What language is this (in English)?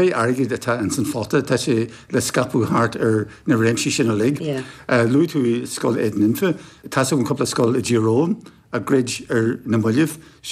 Irish